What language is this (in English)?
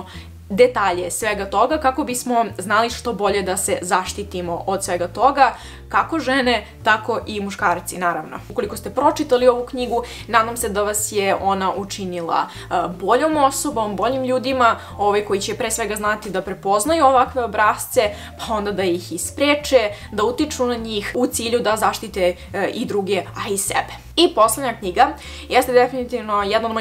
Serbian